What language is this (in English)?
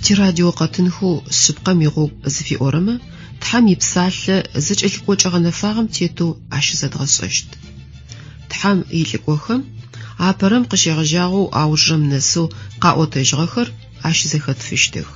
Adyghe